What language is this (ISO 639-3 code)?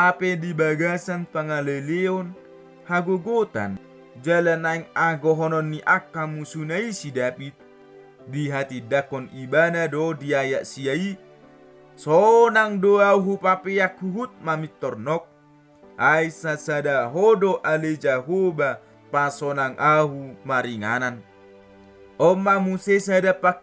bbc